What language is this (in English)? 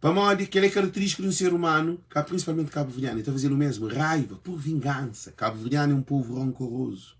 Kabuverdianu